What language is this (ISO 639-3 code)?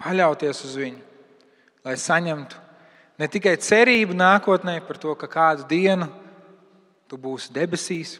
lav